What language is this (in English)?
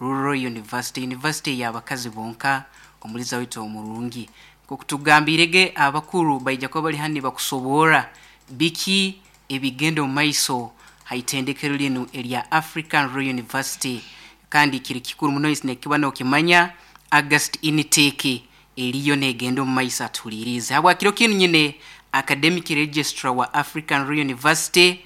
Nyankole